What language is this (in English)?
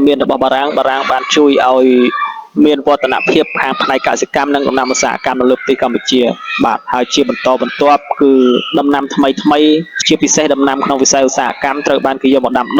Khmer